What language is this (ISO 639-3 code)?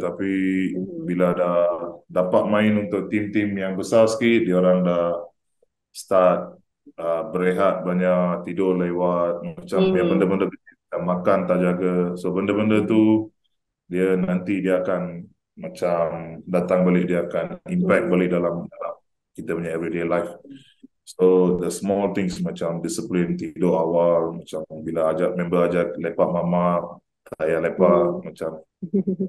msa